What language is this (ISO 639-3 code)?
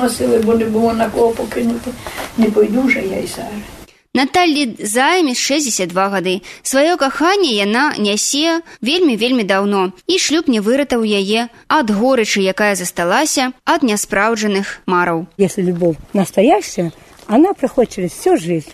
bel